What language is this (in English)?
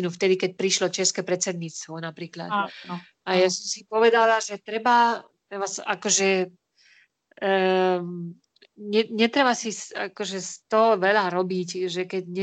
Slovak